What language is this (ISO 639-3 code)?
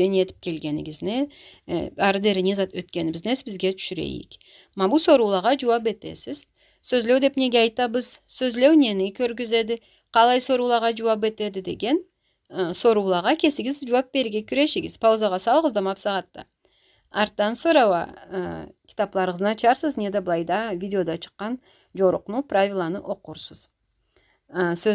krc